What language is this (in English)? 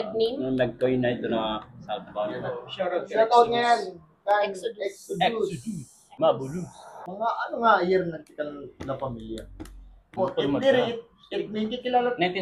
Waray